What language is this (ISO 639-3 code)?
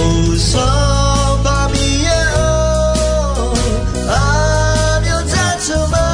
ahk